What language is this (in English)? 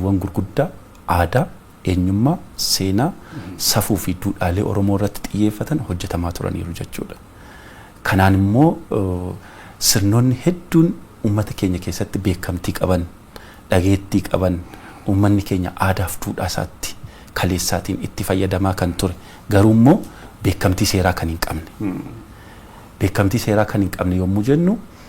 Oromo